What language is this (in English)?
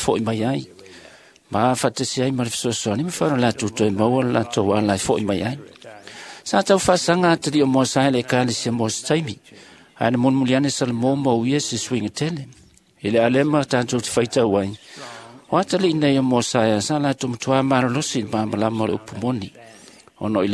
Samoan